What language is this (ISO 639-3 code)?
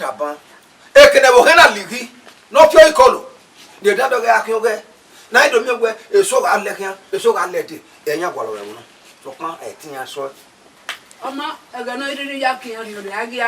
bin